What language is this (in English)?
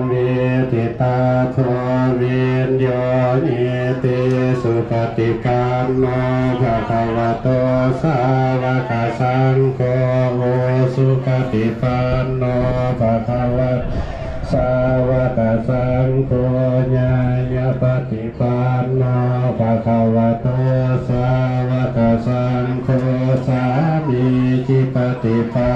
Pali